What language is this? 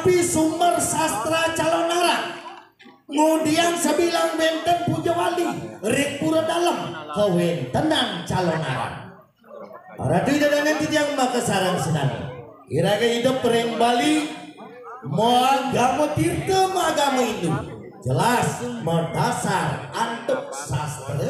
Balinese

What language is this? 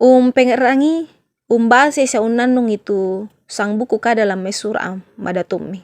Toraja-Sa'dan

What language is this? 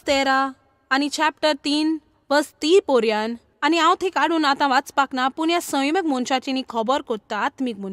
Konkani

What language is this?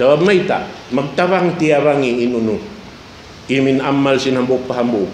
Tausug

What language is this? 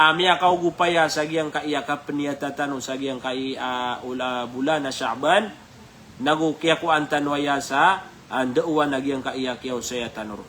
Maranao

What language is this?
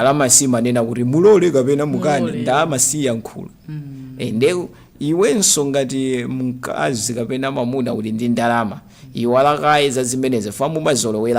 Nyanja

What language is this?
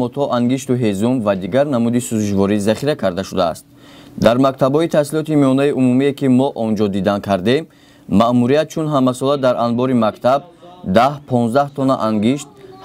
Tajik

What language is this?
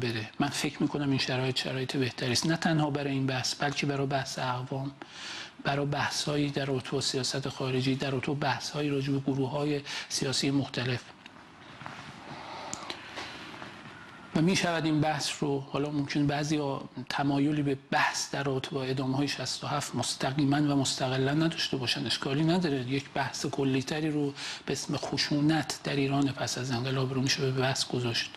Persian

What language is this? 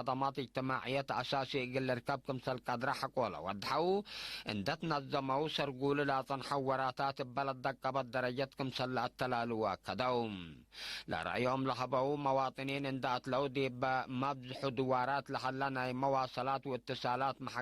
Tigre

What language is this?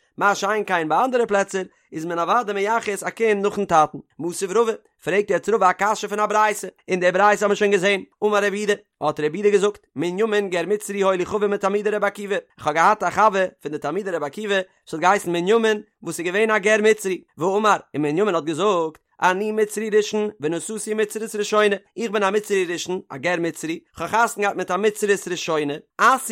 Yiddish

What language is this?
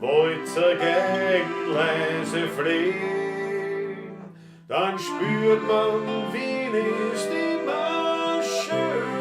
Bavarian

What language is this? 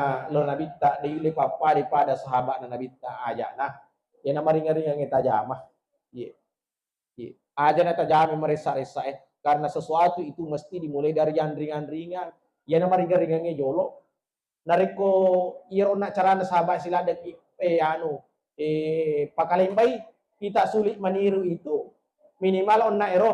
Buginese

